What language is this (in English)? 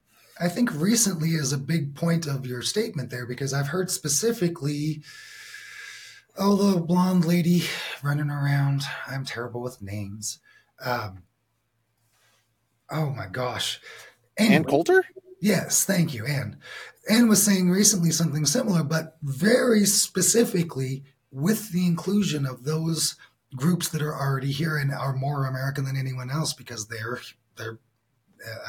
English